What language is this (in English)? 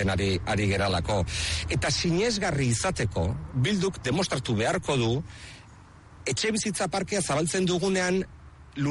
Basque